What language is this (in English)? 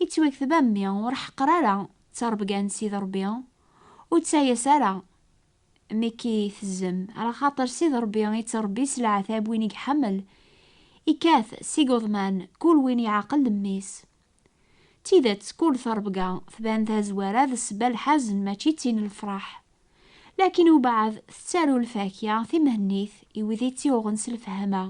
Kabyle